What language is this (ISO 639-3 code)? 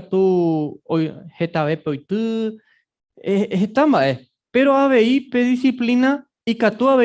grn